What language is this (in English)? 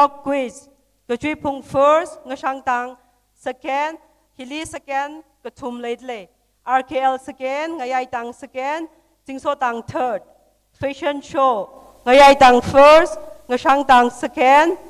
Tangkhul Naga (India)